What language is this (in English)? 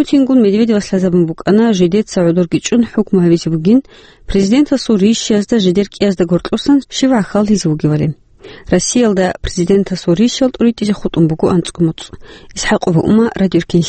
Avaric